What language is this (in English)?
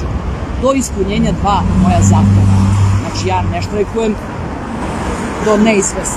Serbian